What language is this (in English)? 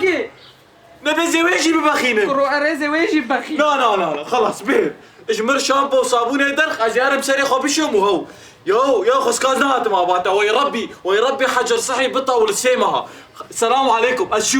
Kurdish